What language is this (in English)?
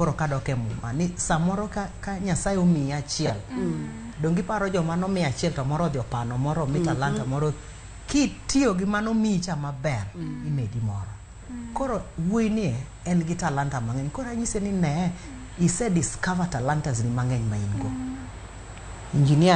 Luo (Kenya and Tanzania)